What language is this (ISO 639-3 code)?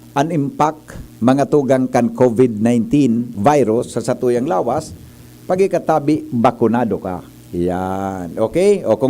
bik